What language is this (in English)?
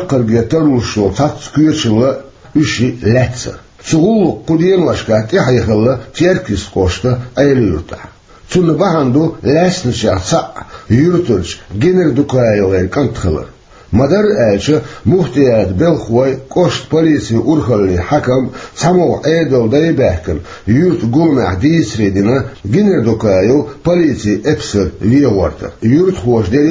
Chechen